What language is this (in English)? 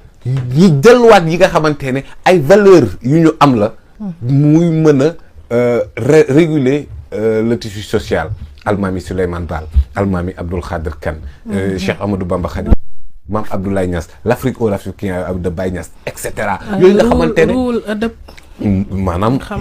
Wolof